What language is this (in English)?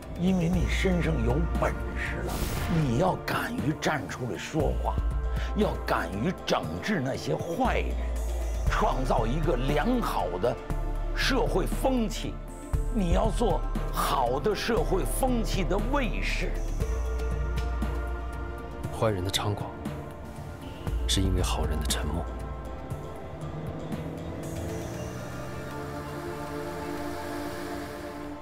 Chinese